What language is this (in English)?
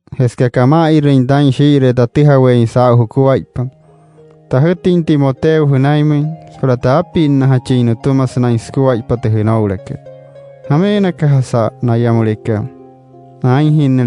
Wayuu